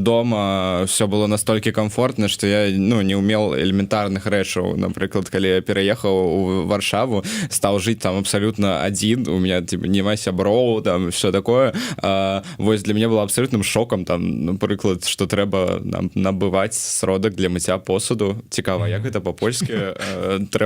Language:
Belarusian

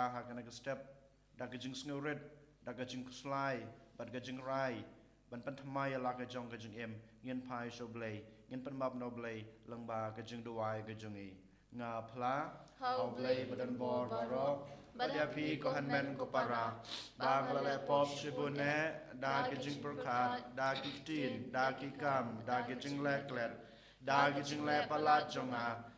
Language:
Khasi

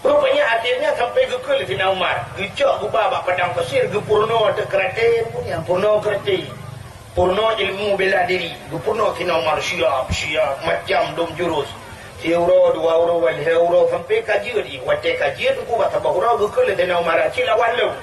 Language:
Achinese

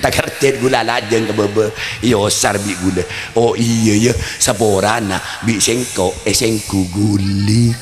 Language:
Madurese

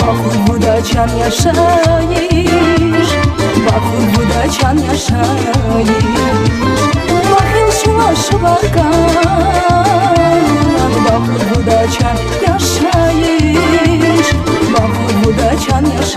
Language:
Tabassaran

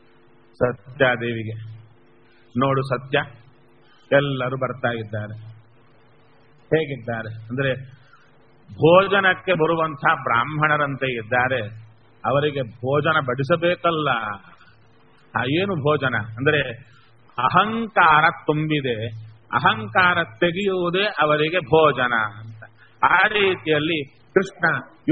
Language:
Kannada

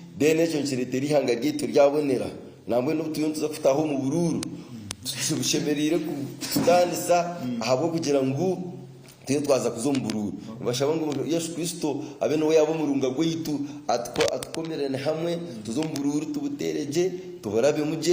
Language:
Nyankole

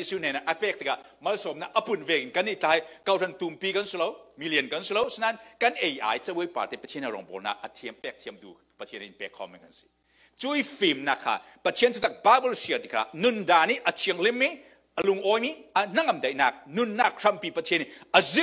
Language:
Falam Chin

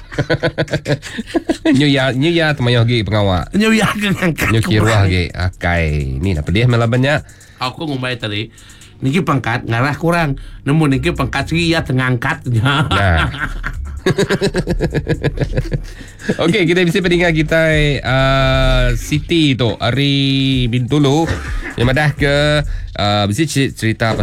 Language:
Iban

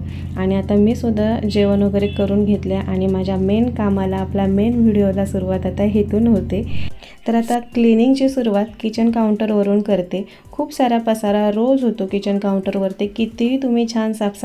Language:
Marathi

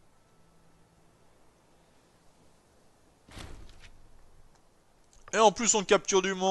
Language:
French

